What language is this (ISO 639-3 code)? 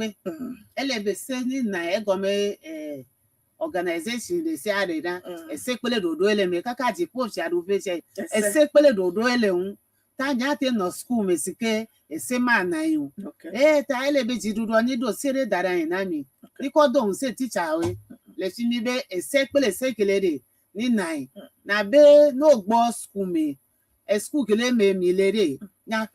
ewe